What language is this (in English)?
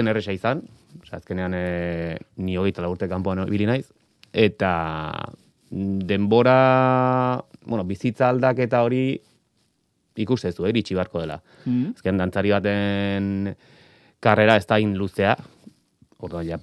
Basque